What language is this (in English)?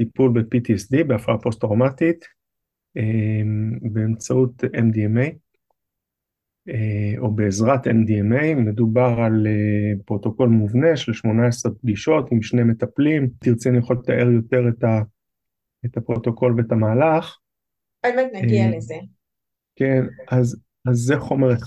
Hebrew